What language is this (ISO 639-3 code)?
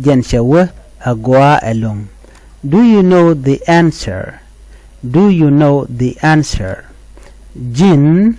nus